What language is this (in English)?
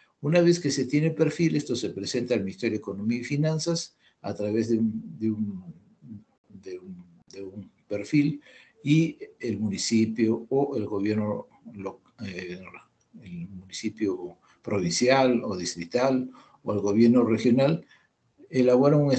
Spanish